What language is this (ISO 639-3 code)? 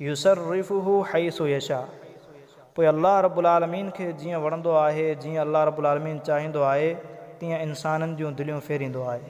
snd